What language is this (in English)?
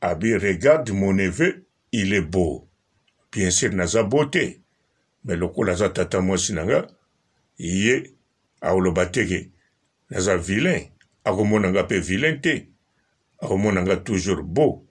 Lingala